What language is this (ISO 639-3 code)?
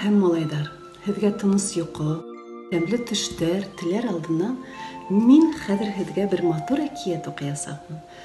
bak